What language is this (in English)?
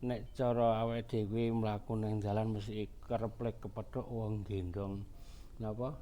Javanese